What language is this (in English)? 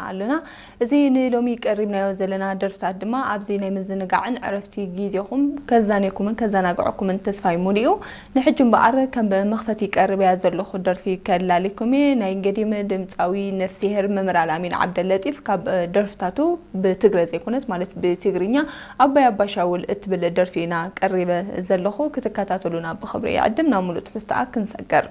Tigrinya